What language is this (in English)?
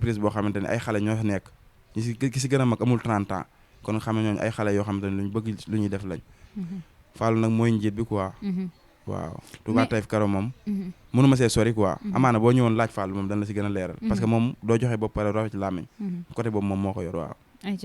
Wolof